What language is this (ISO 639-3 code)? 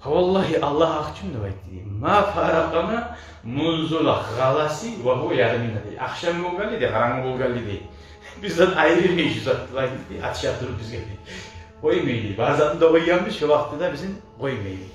kum